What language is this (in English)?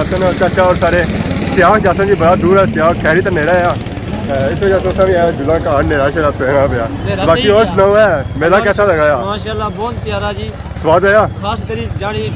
Pahari-Potwari